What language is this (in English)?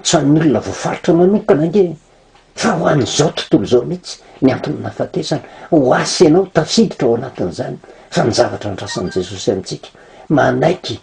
Malagasy